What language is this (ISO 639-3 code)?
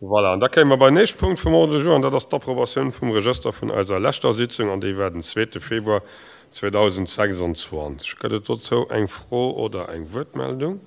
ltz